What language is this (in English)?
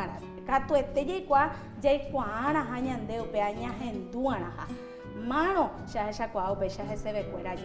Guarani